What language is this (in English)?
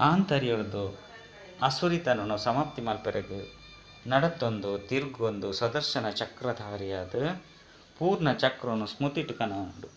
Tulu